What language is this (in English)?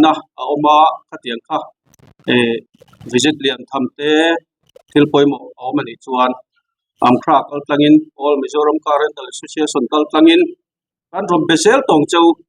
Mizo